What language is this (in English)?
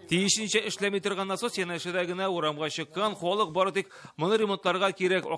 Tatar